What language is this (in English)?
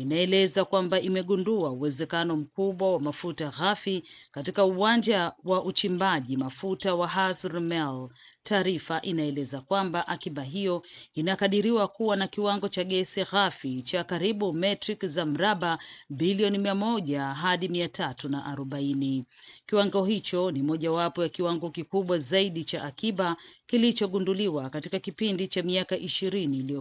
Swahili